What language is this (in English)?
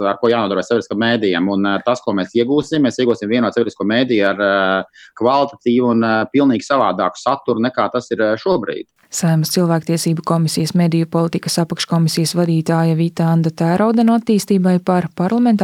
Latvian